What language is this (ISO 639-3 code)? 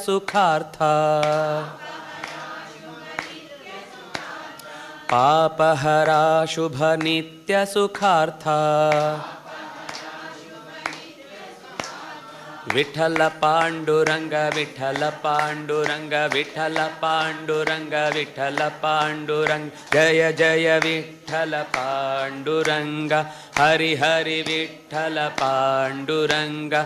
kan